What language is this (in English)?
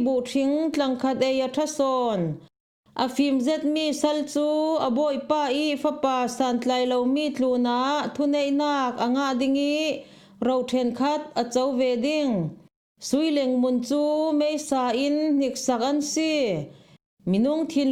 Falam Chin